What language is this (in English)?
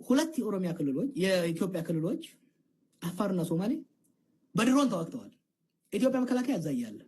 Amharic